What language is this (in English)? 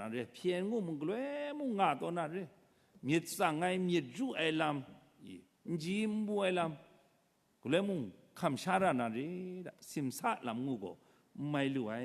Kachin